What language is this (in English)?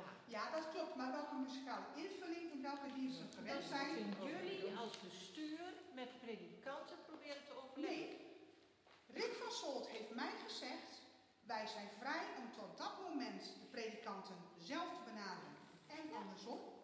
Dutch